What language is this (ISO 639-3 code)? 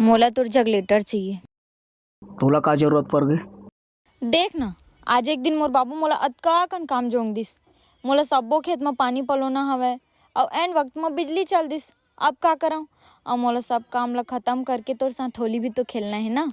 hne